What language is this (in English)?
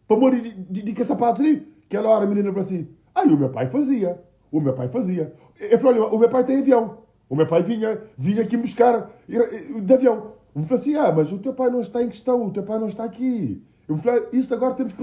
Kabuverdianu